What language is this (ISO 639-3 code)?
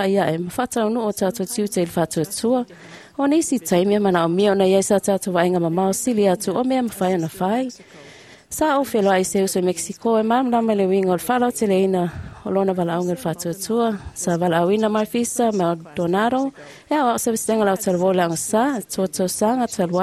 smo